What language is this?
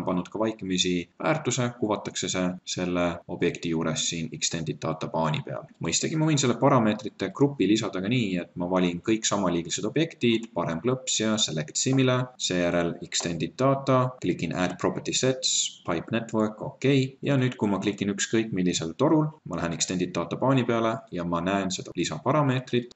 Estonian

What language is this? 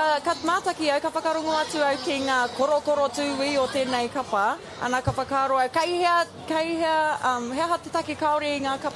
Māori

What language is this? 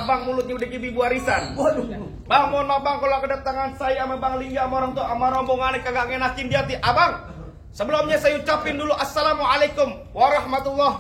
Betawi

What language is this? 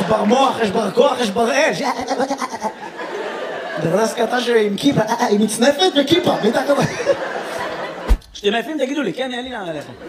Hebrew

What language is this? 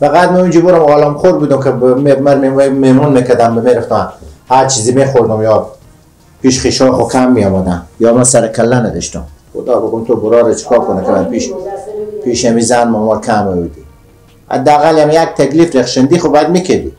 Persian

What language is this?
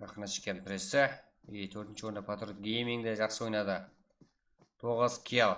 Kara-Kalpak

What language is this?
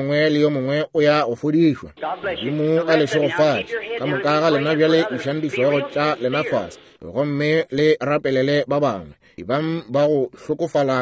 Northern Sotho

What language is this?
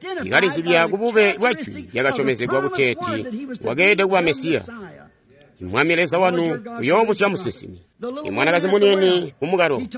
Tonga (Zambia)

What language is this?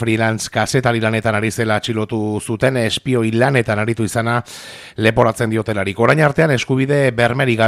Basque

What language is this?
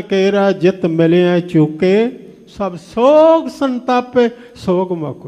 Punjabi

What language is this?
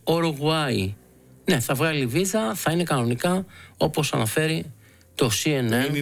Greek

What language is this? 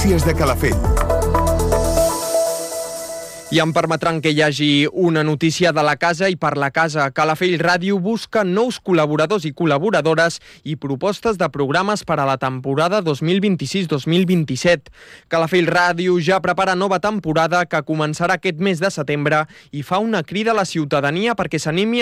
Catalan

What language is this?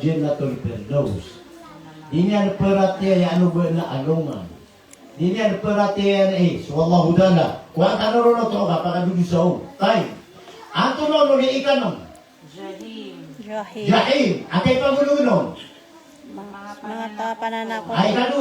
Maranao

